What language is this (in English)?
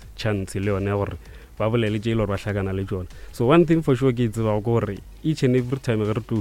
Northern Sotho